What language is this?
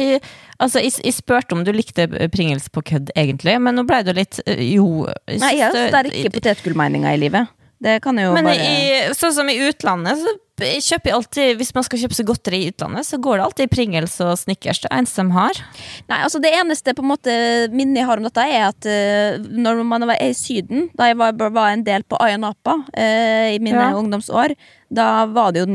Norwegian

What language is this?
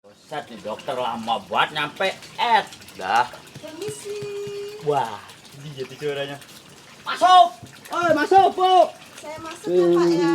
Betawi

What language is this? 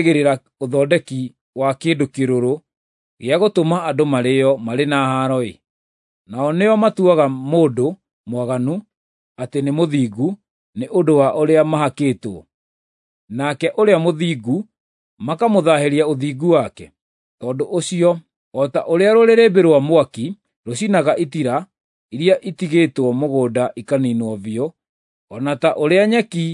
Kikuyu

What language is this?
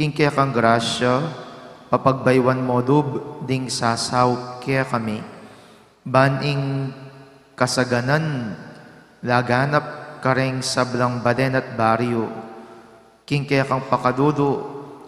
Pampanga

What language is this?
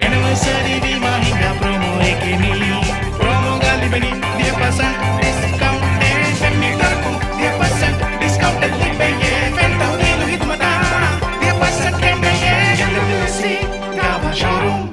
Divehi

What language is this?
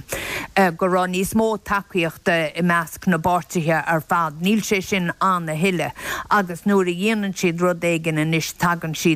Irish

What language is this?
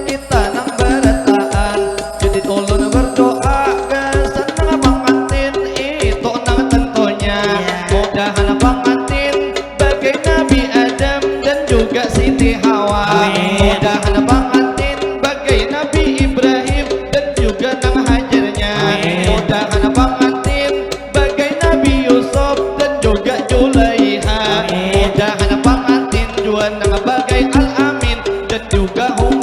Banjar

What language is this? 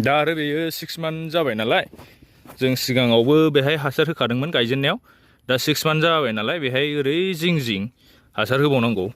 Bodo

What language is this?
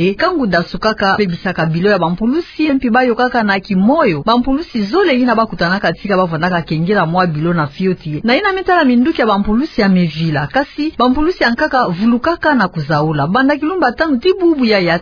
Kituba (Democratic Republic of Congo)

